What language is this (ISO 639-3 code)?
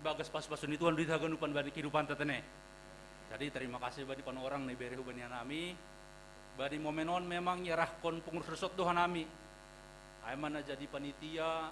bts